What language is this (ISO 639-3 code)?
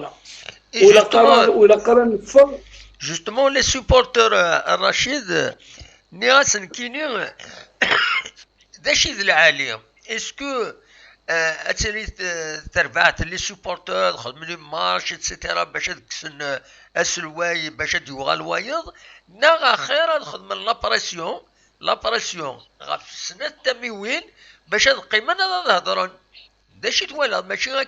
kab